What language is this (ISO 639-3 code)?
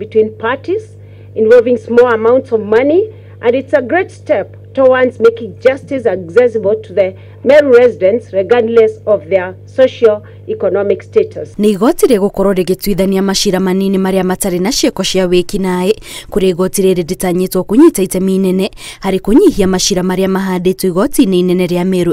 kik